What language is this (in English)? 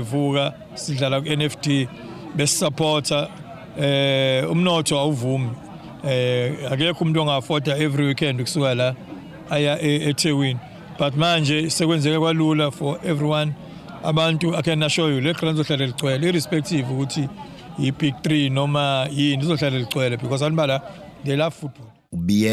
Zulu